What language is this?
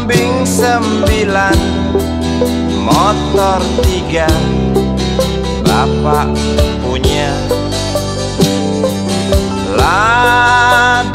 Indonesian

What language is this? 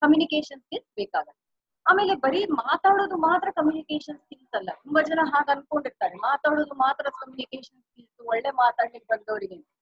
Kannada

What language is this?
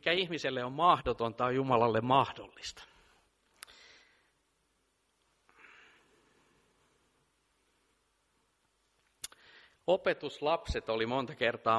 Finnish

